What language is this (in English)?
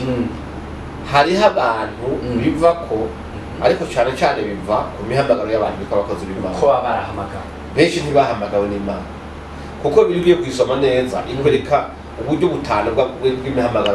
Rundi